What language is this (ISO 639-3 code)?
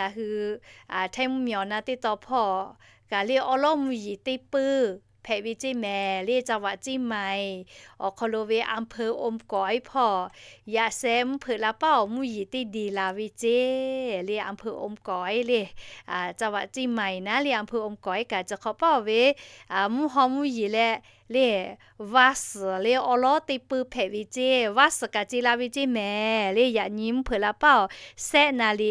lhu